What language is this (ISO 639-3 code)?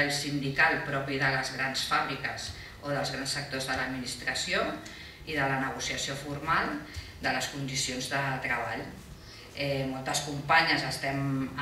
cat